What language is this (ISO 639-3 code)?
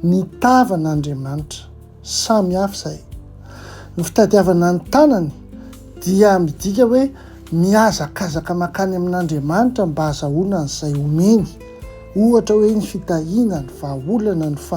mlg